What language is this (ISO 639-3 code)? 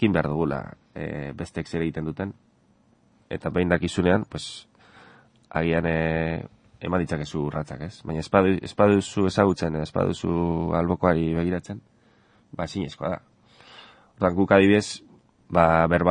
eus